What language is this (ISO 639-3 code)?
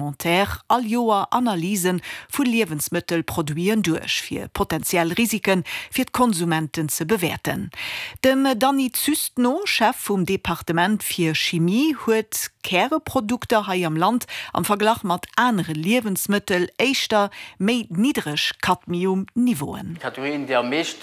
ltz